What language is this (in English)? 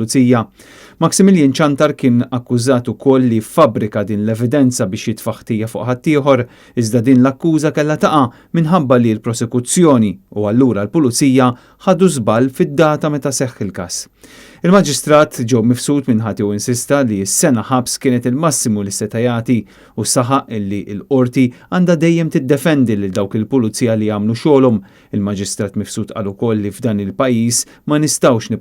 Maltese